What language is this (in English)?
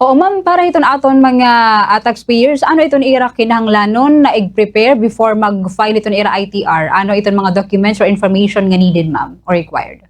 Waray